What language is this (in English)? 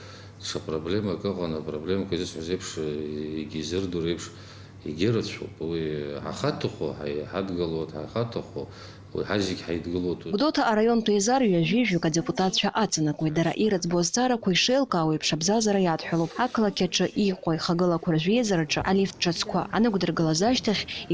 Abkhazian